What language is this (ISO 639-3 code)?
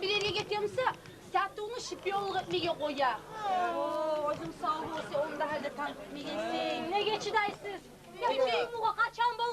kum